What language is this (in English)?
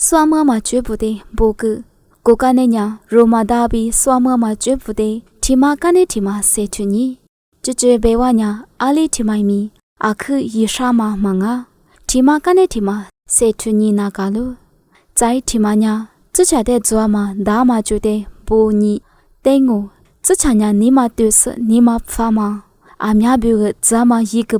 Lisu